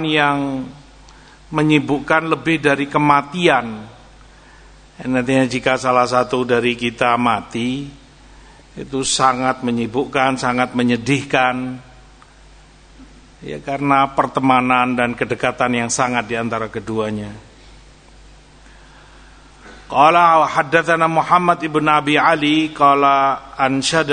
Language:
Indonesian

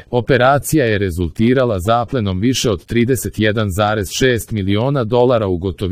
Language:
Serbian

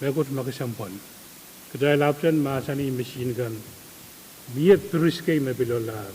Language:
Pohnpeian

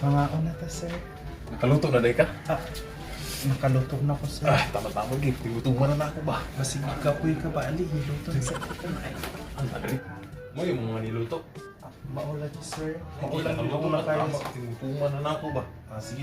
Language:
Cebuano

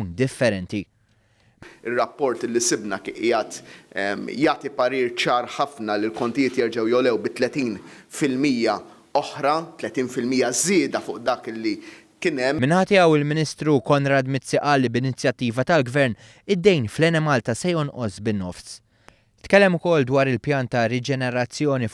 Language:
Maltese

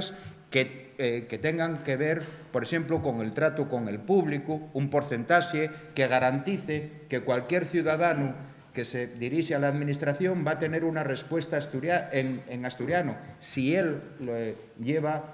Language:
Asturian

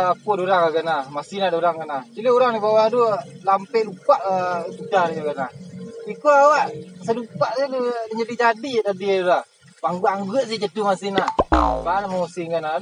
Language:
Minangkabau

